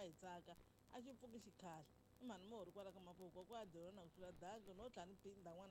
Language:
Tsonga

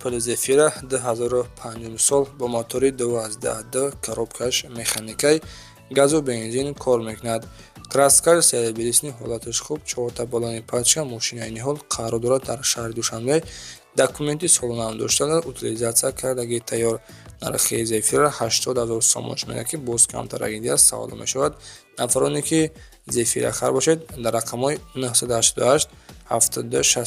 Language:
Tajik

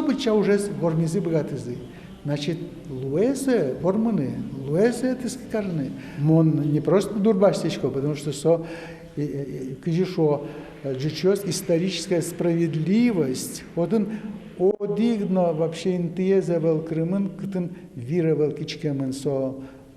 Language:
Udmurt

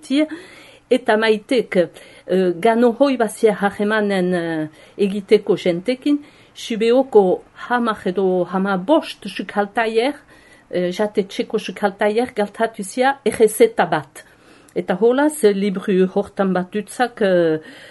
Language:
Basque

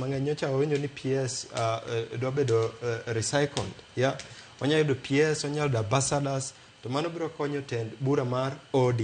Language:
Luo (Kenya and Tanzania)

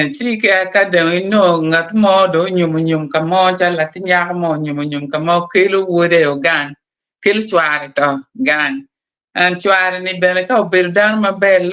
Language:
Acoli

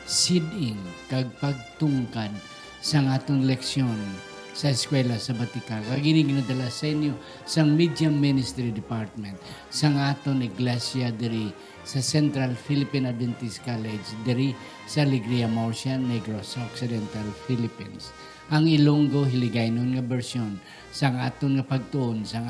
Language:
Hiligaynon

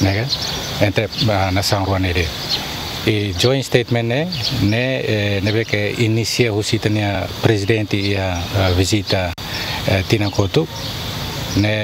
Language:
Tetum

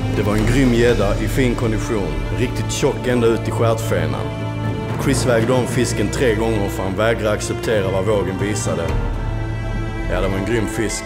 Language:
Swedish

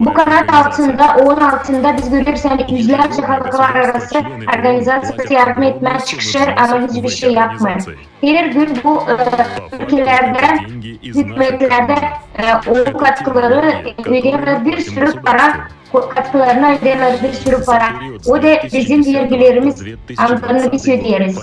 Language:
Gagauz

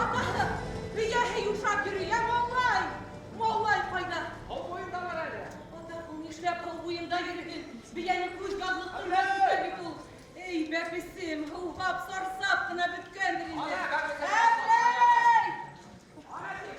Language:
Bashkir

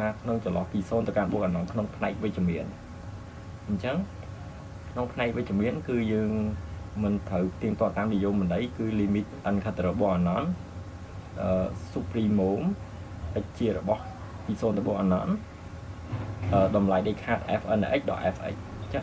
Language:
Khmer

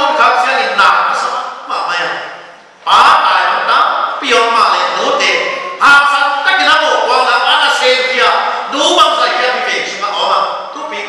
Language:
Paite Chin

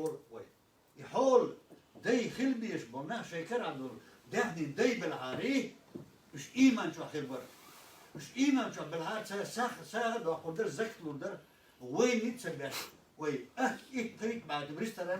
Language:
Chechen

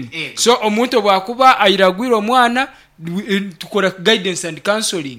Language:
Nyankole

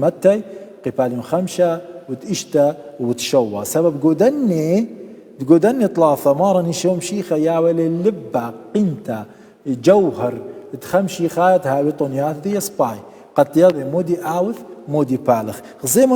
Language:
Assyrian Neo-Aramaic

